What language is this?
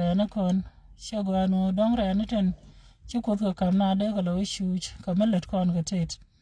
Nuer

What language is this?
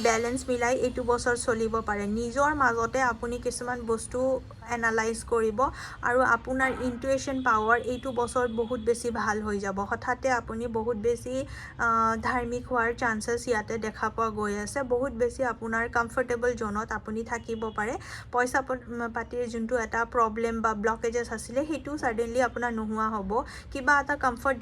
Assamese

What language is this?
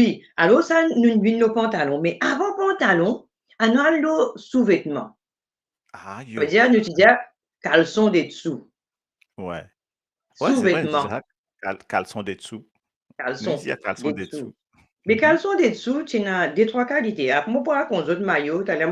Morisyen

